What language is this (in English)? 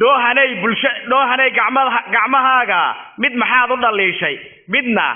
Somali